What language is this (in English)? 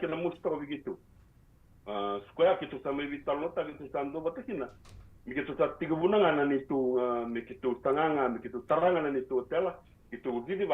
Fijian